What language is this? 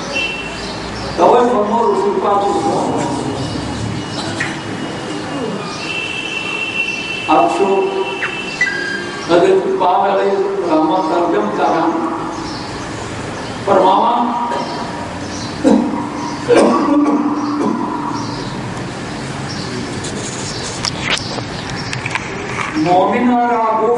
Urdu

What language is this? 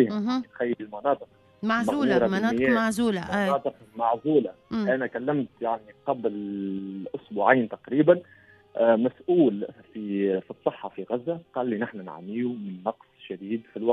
Tunisian Arabic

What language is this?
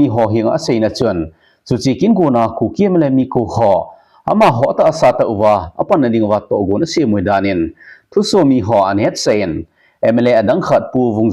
Thado Chin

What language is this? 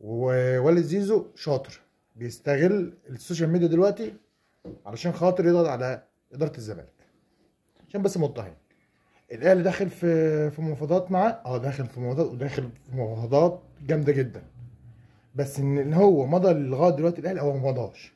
Egyptian Arabic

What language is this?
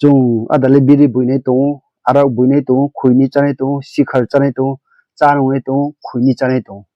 Riang (India)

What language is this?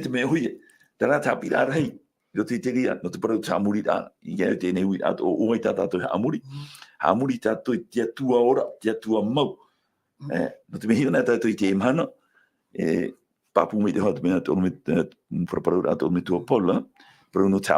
Tahitian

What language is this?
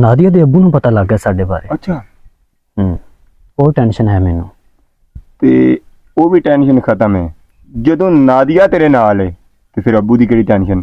Western Panjabi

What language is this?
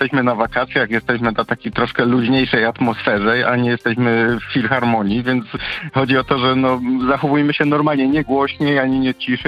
Polish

